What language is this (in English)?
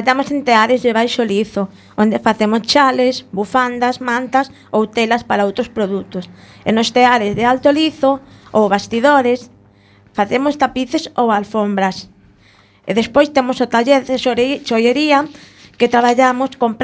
Galician